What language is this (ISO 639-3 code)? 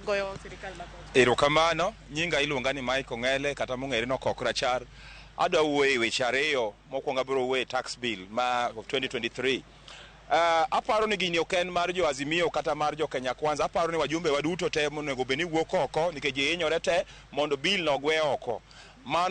luo